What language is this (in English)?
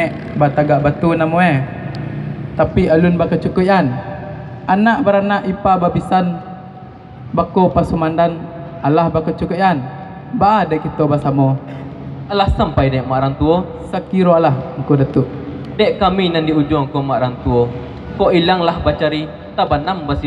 Minangkabau